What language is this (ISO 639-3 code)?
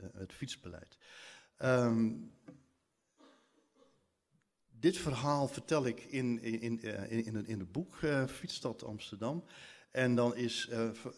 nld